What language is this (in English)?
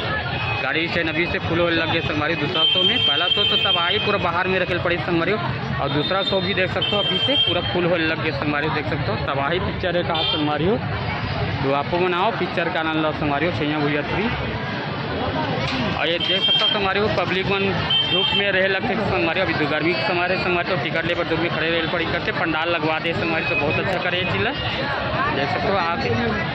Chhattisgarhi